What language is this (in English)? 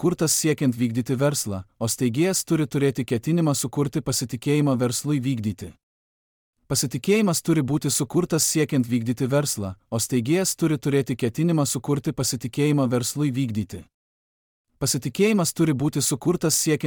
Lithuanian